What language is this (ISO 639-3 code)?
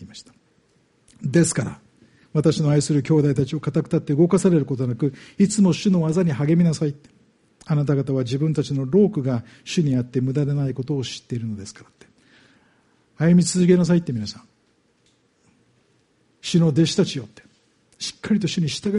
jpn